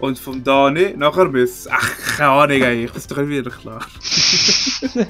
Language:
Swiss German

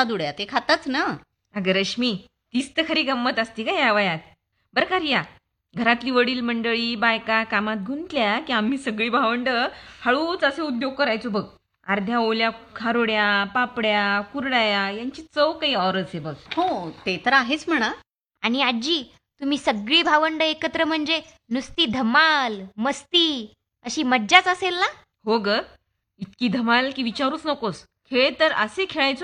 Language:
Marathi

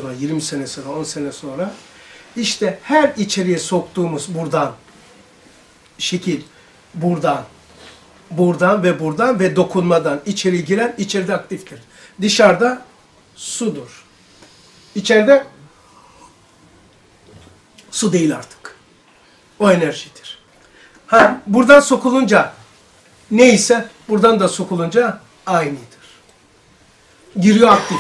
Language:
Turkish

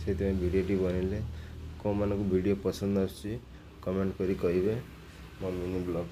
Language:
Odia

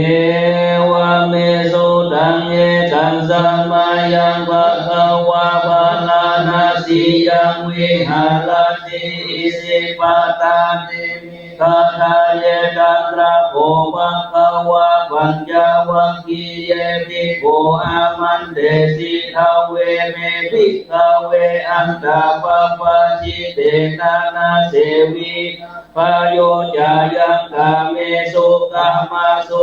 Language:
Pali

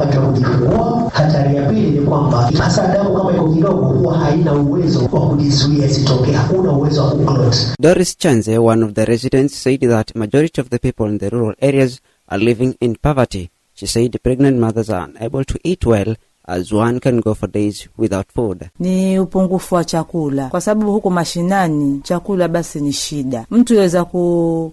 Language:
Swahili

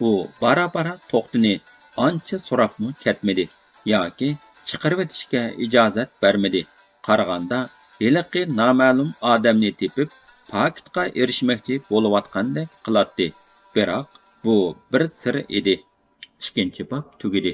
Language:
Uyghur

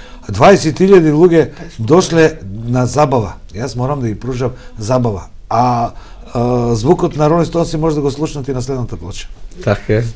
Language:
Macedonian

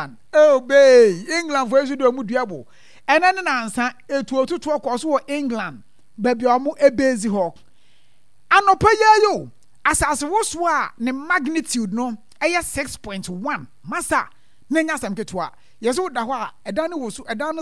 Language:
Akan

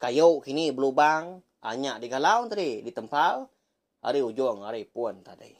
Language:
Iban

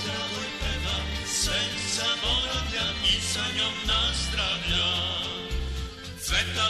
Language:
Serbian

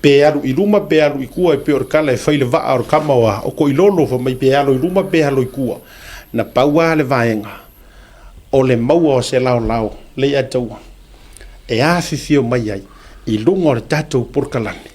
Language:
Samoan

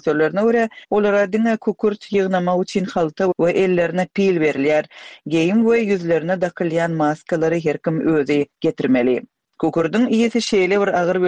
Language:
Turkmen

